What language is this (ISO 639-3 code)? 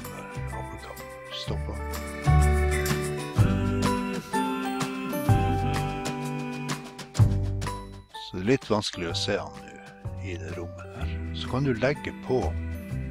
nor